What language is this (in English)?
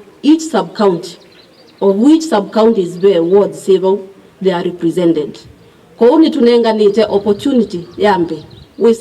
Kamba